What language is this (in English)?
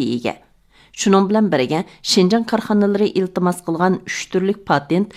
Uyghur